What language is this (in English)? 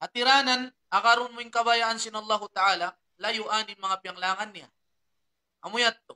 Tausug